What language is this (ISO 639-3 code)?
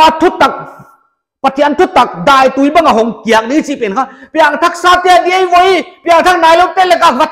pck